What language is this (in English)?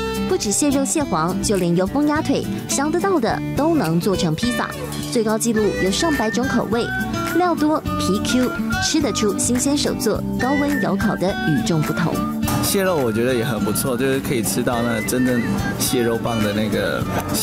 Chinese